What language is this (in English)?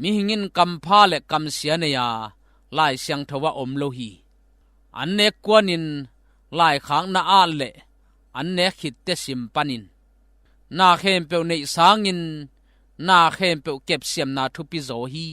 Tedim Chin